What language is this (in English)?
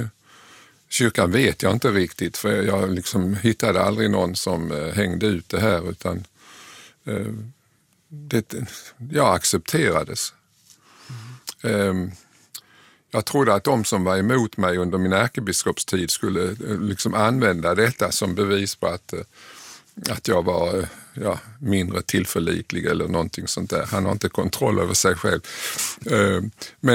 Swedish